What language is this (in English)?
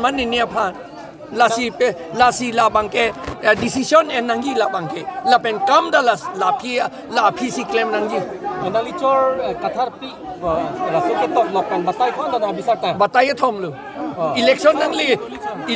Karbi